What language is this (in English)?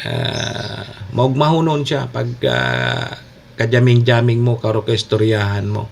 Bikol